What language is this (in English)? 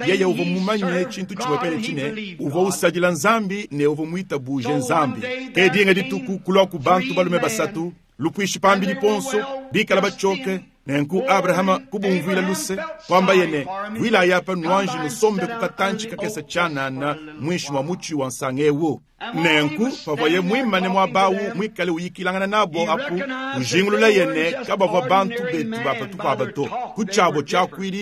Luba-Lulua